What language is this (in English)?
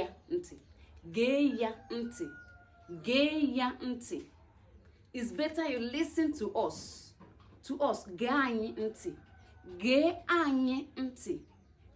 Igbo